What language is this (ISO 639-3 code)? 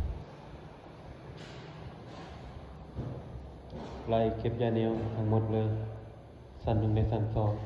lao